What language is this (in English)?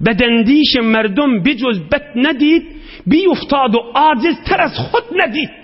Turkmen